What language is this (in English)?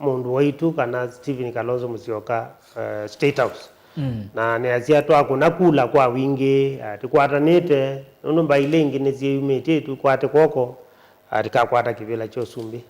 Kamba